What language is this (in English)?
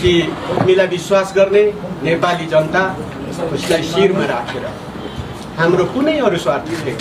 Nepali